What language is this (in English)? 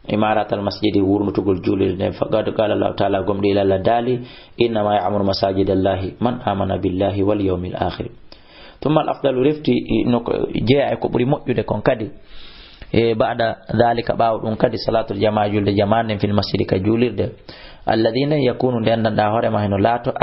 Fula